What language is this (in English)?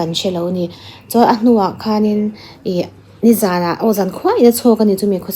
Mizo